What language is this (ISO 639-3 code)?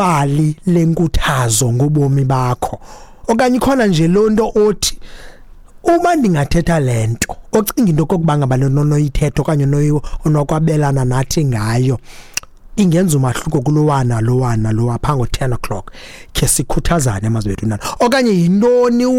xho